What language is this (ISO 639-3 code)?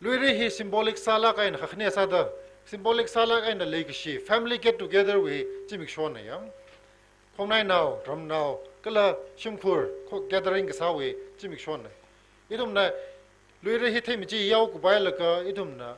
nmf